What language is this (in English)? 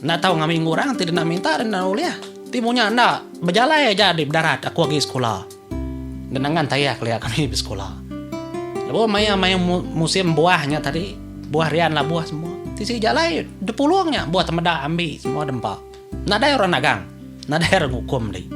Iban